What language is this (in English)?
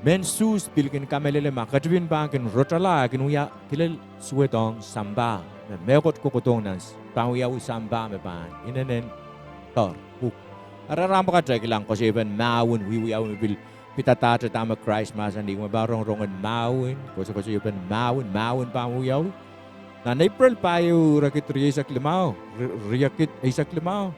Pohnpeian